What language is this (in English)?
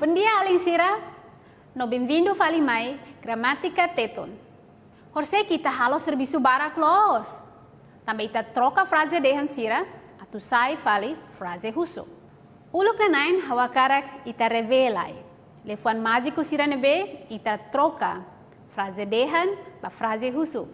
Tetum